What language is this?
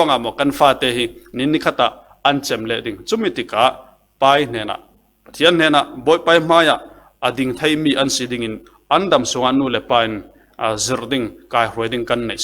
Falam Chin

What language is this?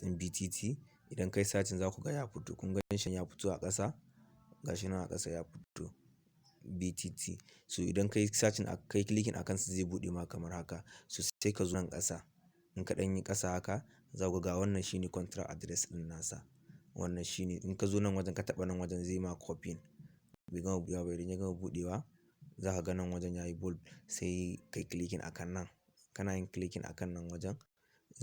Hausa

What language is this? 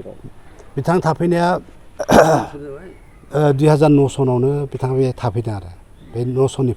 Bodo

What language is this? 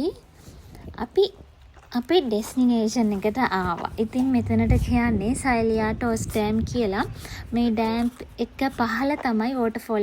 Sinhala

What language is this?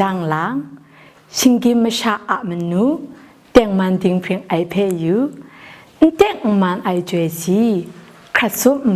Kachin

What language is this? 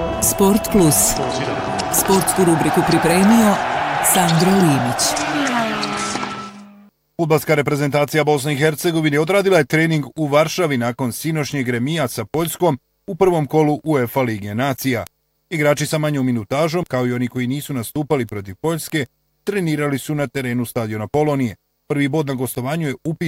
Bosnian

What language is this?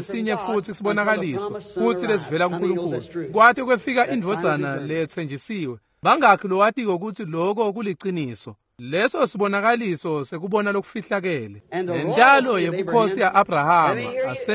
Swati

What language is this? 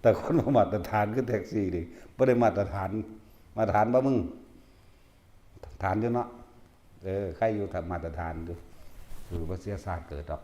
Northeastern Thai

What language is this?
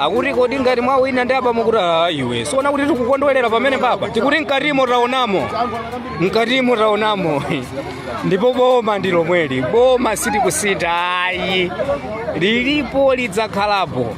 Nyanja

